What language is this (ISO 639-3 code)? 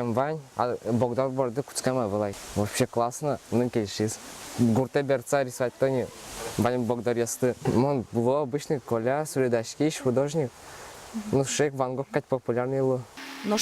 udm